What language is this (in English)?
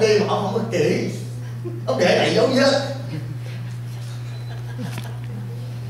Vietnamese